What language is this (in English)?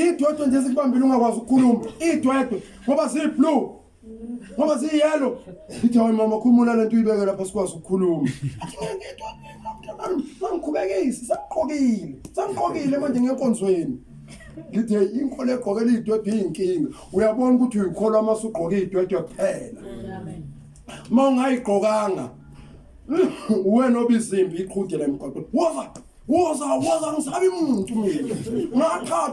Zulu